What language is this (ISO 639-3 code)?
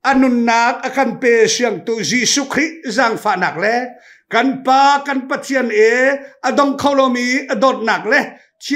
cnh